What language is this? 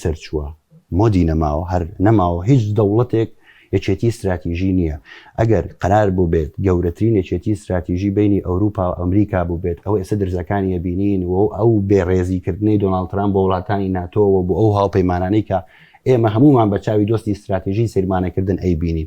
Central Kurdish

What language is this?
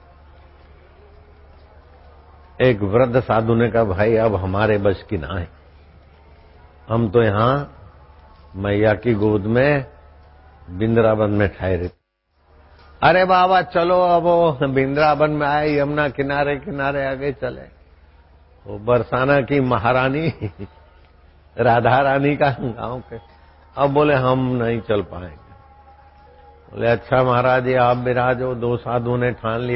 Hindi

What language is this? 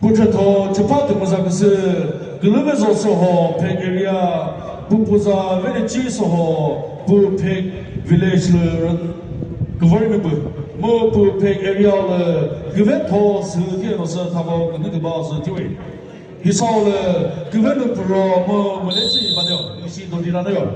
Chokri Naga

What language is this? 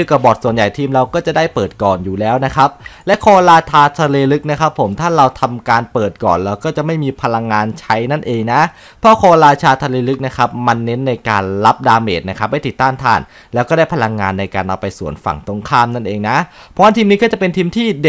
Thai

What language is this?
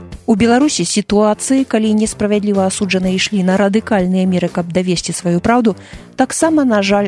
Belarusian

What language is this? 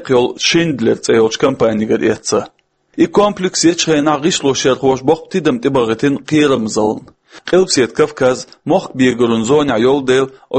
Chechen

